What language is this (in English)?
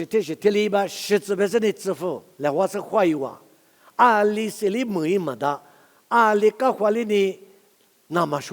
Lisu